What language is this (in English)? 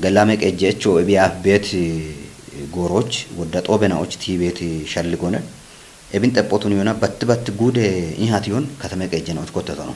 Kafa